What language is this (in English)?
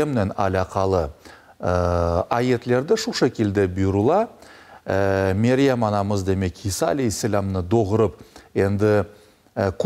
Crimean Tatar